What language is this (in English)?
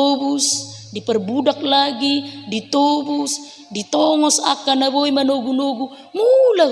Batak Toba